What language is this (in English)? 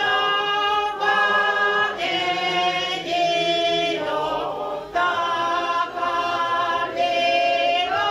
Tongan